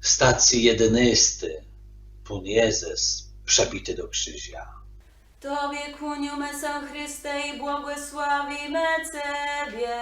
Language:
Kashubian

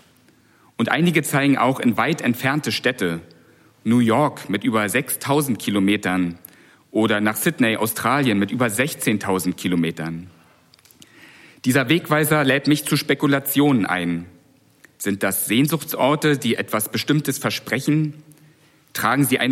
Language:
German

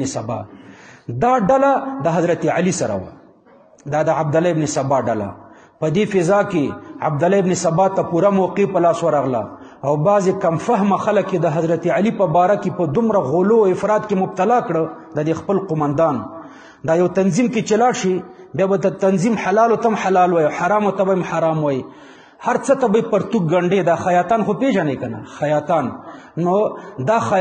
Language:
Pashto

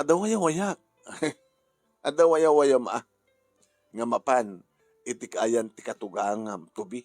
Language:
Iloko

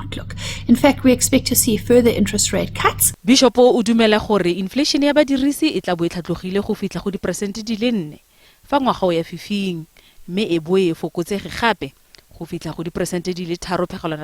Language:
Tswana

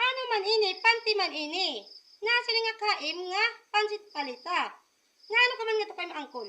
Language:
Waray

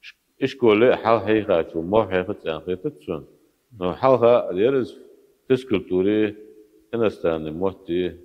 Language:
Ingush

